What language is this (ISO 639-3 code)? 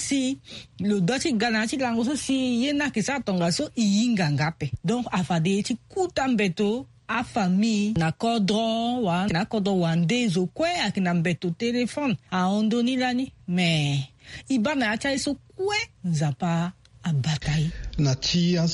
sag